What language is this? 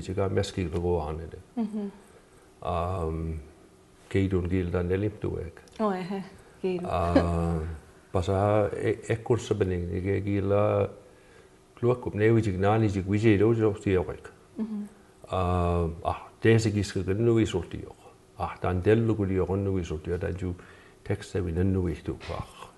Mi'kmaw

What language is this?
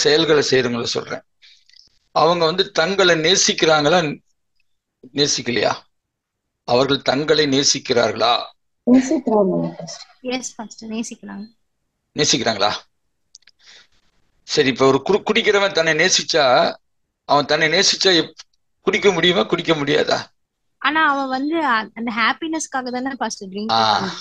Tamil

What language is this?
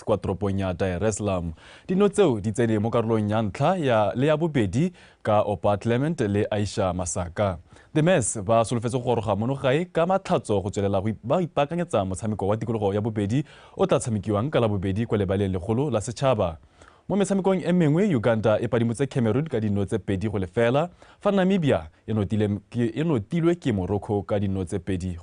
Tswana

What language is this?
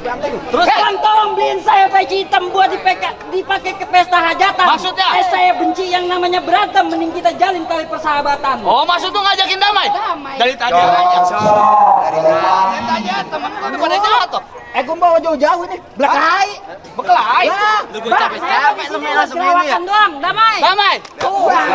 Betawi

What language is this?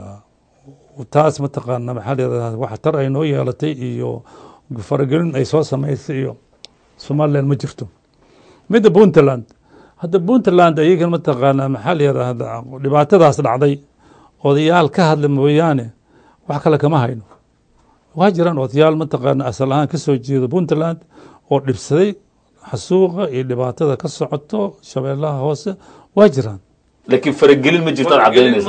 Somali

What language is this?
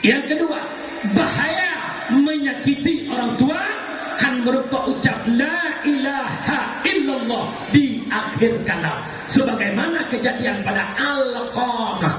Achinese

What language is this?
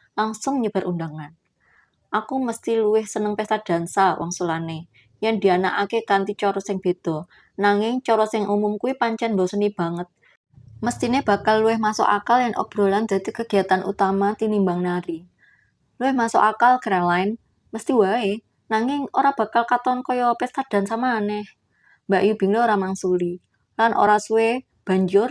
Javanese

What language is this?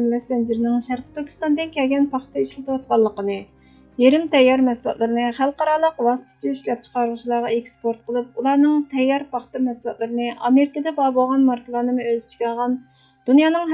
Uyghur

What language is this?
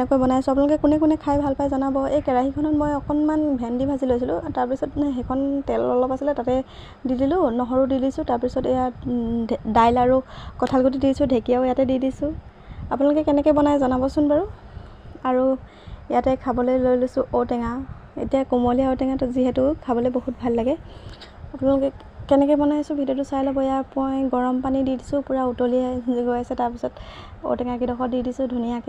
Assamese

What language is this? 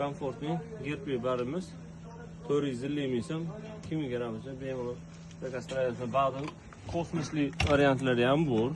Uzbek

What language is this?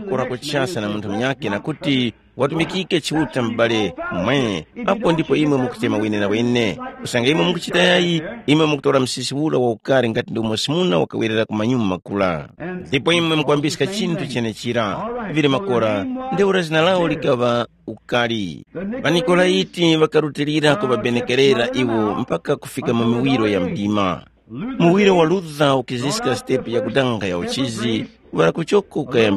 Tumbuka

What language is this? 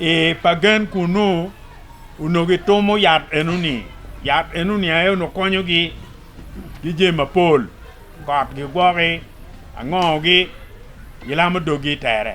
Acoli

